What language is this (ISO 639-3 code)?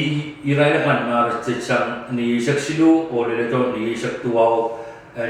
pon